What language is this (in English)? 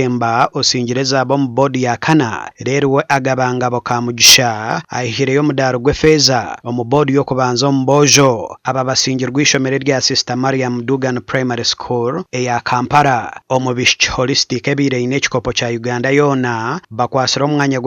Nyankole